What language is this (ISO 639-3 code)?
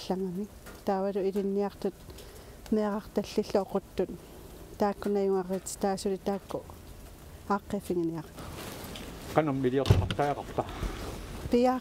kal